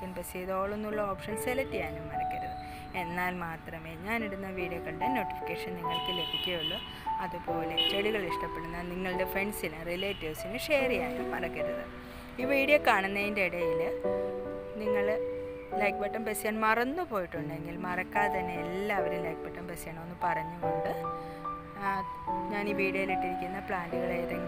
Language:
Malayalam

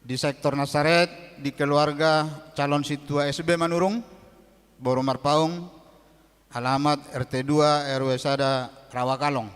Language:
Batak Toba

